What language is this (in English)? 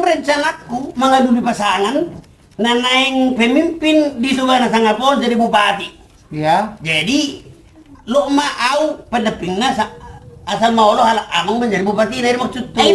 Batak Toba